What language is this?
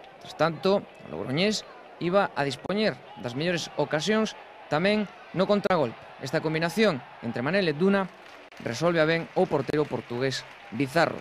Galician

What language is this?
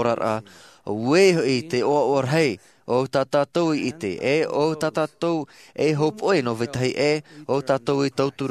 Tahitian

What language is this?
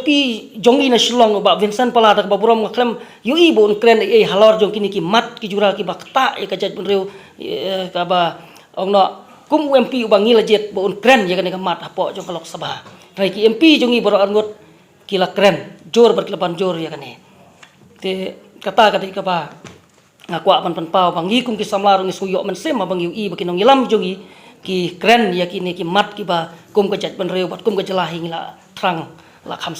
Khasi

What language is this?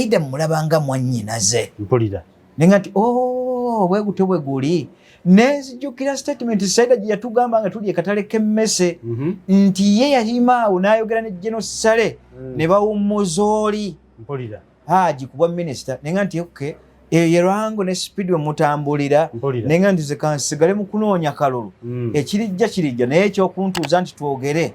Ganda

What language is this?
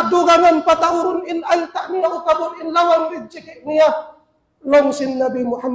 Tausug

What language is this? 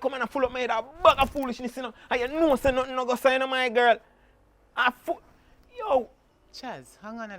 Jamaican Creole English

